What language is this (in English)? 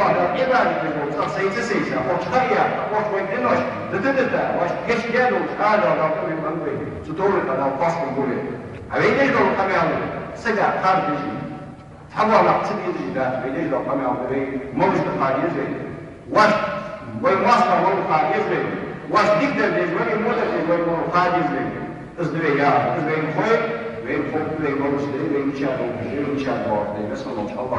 Ingush